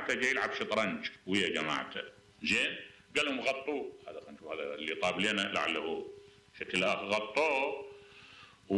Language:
Mesopotamian Arabic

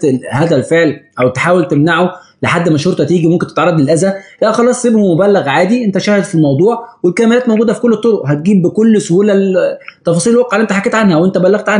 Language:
Egyptian Arabic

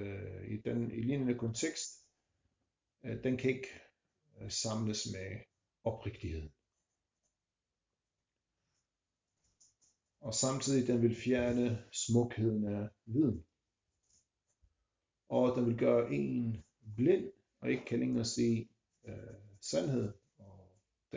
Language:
Danish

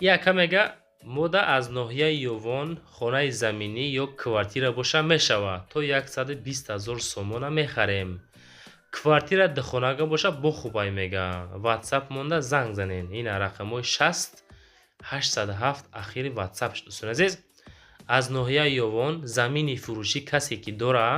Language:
Tajik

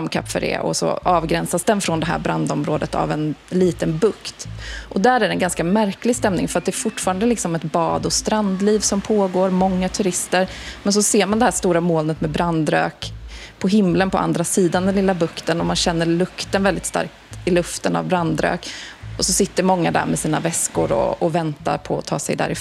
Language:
Swedish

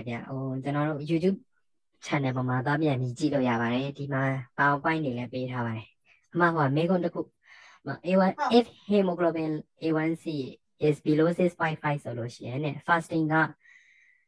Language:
Burmese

